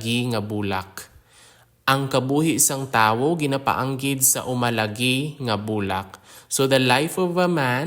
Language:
Hiligaynon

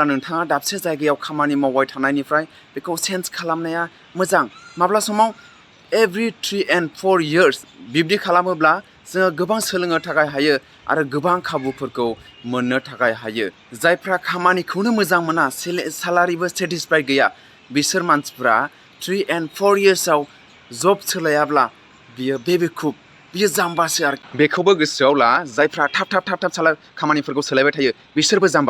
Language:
Bodo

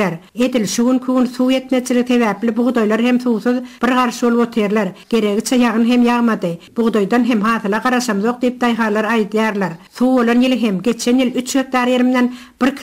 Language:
Turkmen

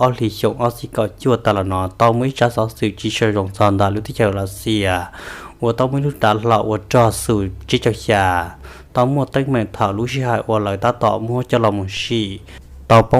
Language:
Hmong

